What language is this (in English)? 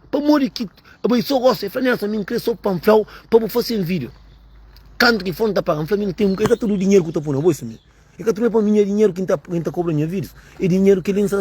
Kabuverdianu